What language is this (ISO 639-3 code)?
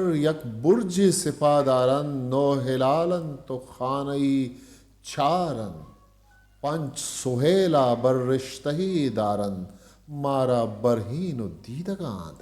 bgp